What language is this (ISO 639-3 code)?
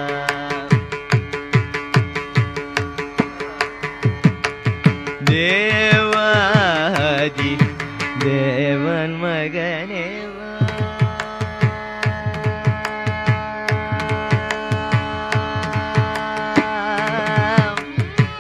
tam